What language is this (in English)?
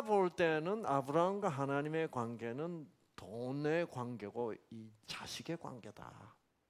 Korean